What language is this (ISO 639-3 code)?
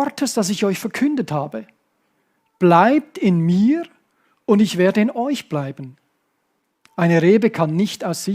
gsw